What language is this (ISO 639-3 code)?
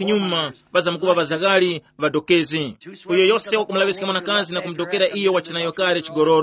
tum